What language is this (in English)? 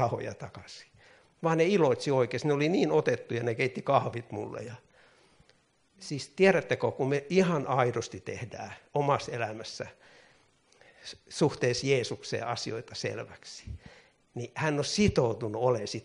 Finnish